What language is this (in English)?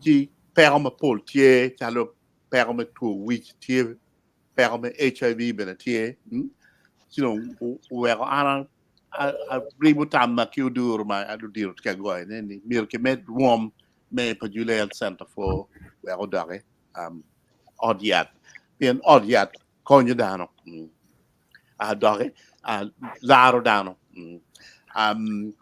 Acoli